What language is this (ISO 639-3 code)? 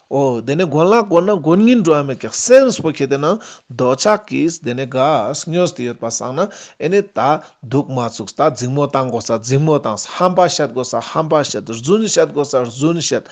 lbj